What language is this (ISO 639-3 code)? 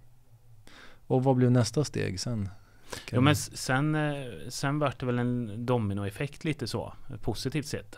swe